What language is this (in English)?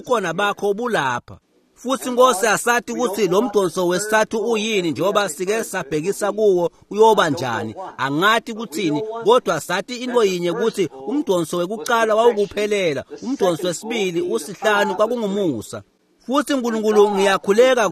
Swati